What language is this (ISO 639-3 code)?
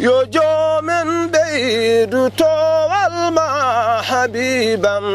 ful